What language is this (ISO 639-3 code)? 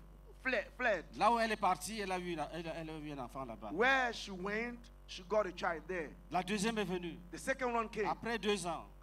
fra